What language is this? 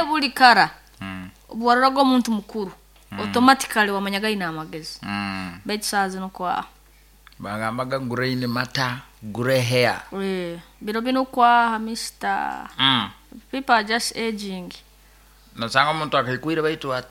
Nyankole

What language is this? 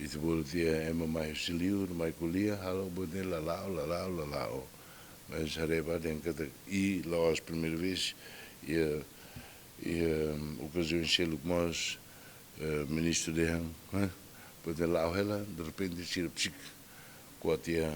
Tetum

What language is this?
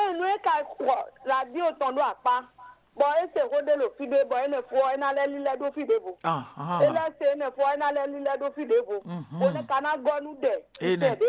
Fon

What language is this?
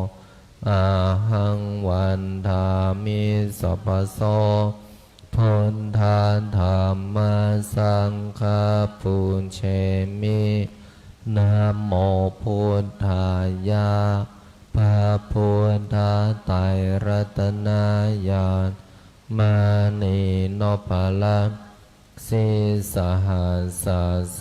Pali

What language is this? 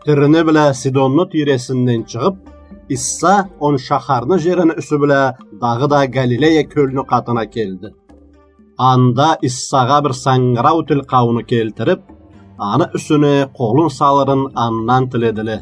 Karachay-Balkar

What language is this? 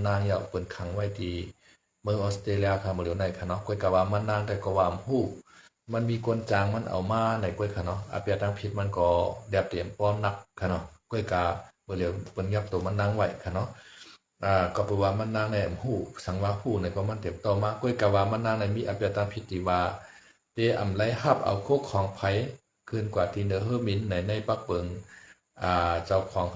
Shan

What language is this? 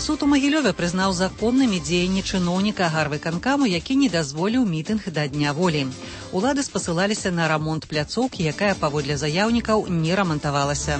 Belarusian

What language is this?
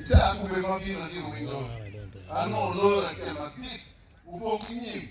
Acoli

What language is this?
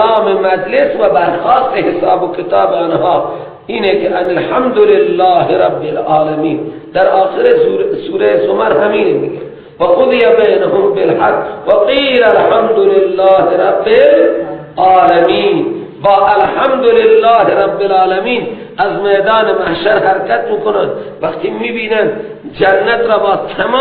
Persian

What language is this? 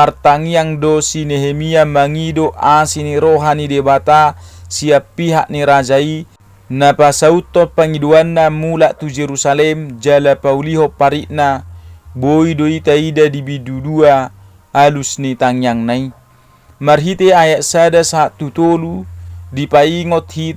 Batak Toba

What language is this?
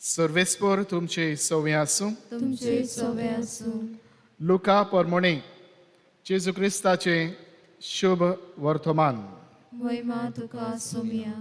Konkani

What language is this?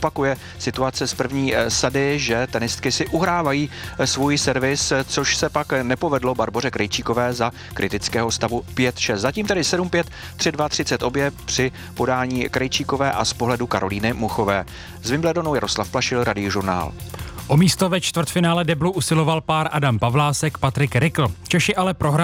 Czech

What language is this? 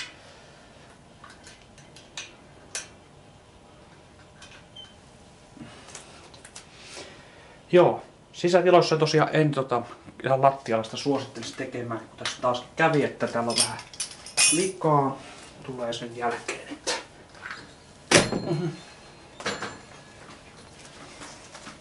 Finnish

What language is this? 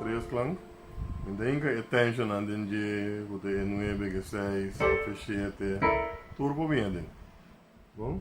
Papiamento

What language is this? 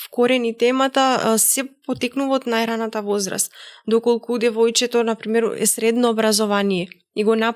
Macedonian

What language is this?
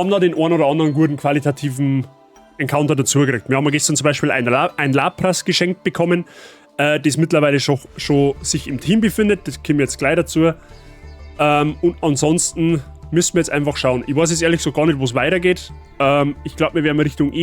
Bavarian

